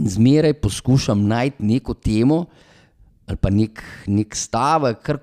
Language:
Slovenian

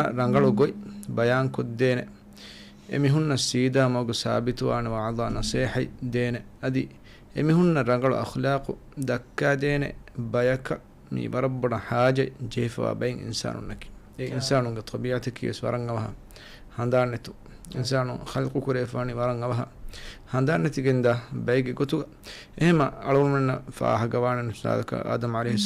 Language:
Divehi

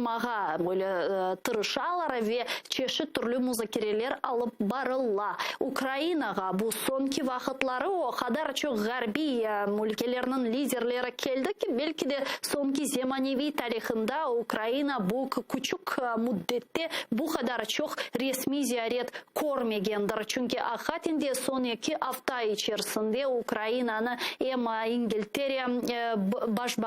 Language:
Crimean Tatar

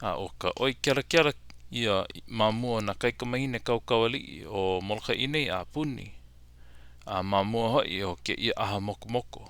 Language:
Hawaiian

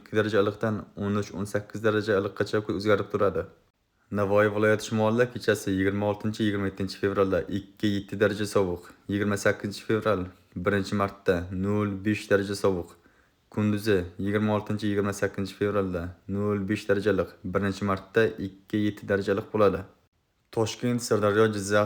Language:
Uzbek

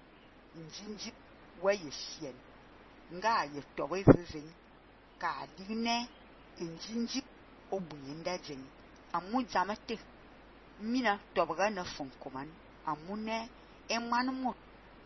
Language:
Fang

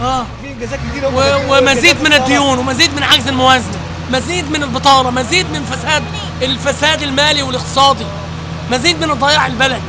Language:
Egyptian Arabic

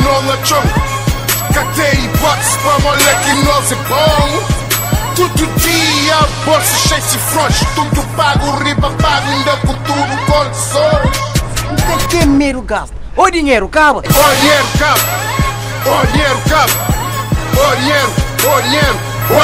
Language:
Kabuverdianu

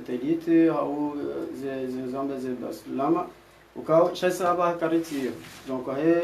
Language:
Ngazidja Comorian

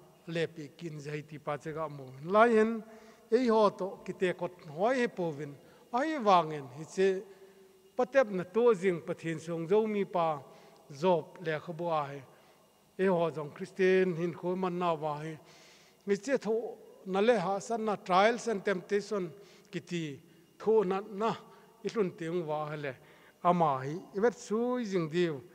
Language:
Thado Chin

